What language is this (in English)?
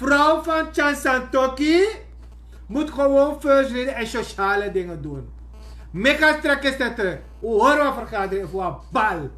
Sranan Tongo